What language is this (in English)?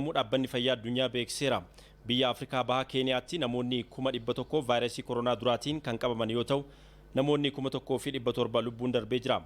Oromo